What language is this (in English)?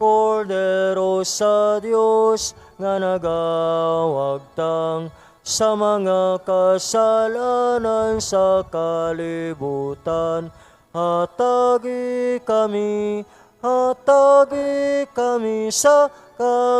Cebuano